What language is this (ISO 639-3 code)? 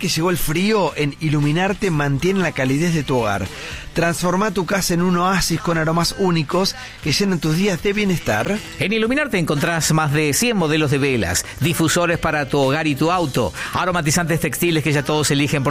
spa